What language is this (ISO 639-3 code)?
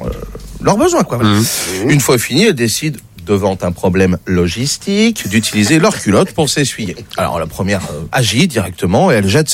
fra